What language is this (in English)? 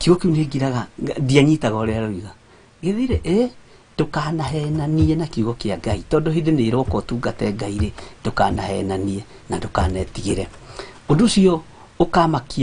Kikuyu